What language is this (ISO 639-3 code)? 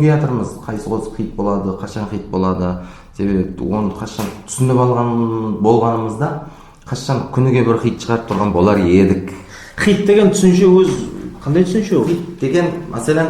kaa